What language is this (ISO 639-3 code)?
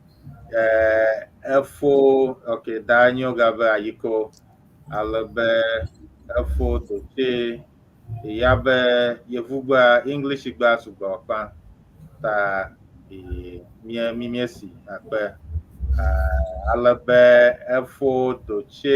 ewe